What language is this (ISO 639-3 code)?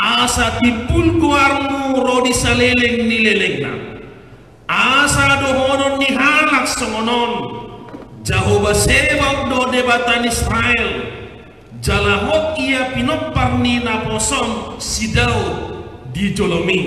bbc